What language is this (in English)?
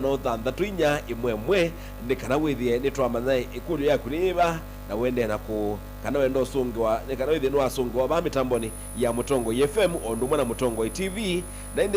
Kamba